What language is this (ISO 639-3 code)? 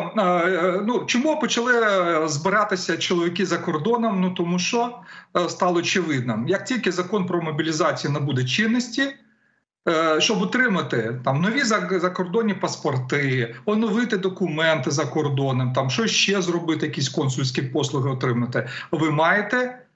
ukr